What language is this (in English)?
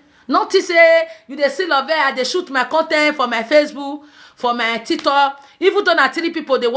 Nigerian Pidgin